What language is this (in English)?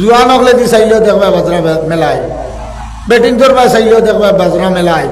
Sylheti